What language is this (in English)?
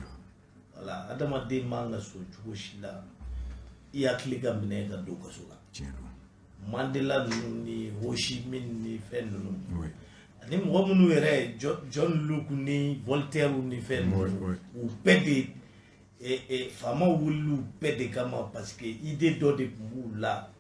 Bambara